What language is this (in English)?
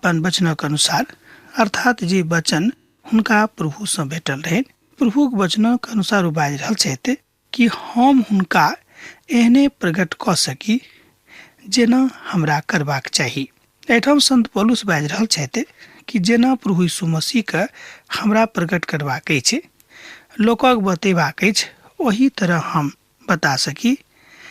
Maithili